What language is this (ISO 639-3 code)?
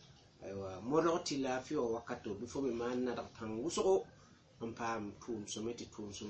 mos